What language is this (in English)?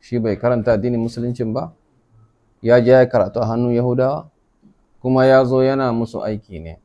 Hausa